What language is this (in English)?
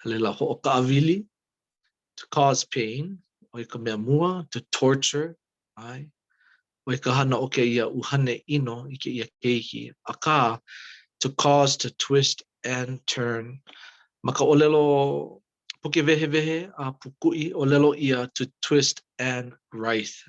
Hawaiian